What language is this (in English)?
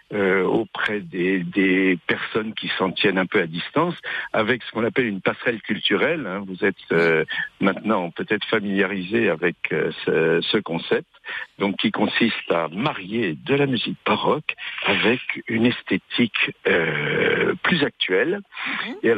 French